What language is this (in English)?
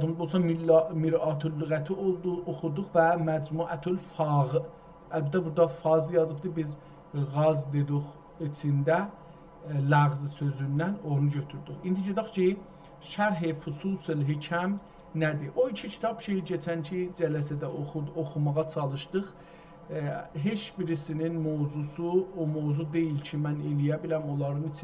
South Azerbaijani